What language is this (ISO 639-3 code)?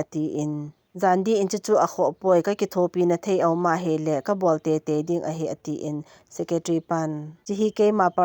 tcz